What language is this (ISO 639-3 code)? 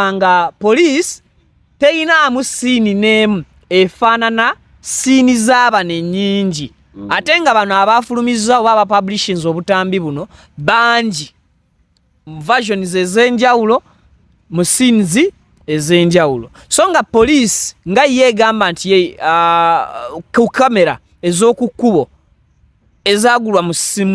lug